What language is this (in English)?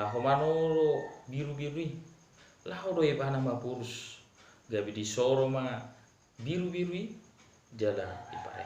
Batak Toba